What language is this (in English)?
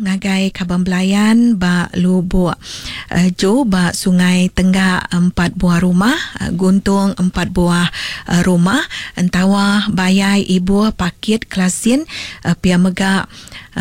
Iban